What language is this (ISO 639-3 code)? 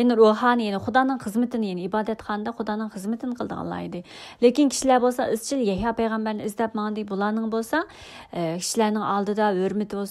uig